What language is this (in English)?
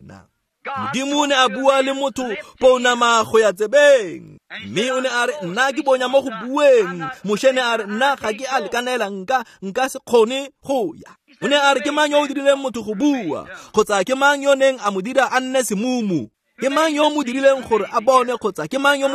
Tswana